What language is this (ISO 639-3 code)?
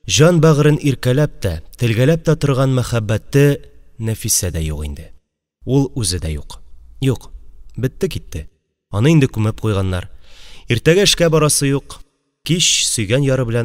tat